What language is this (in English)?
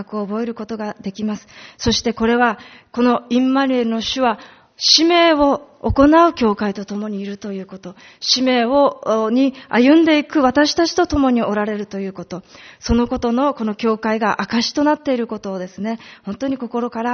Japanese